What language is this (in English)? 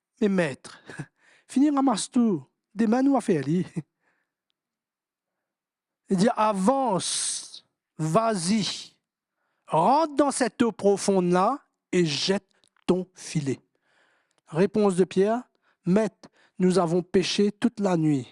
Morisyen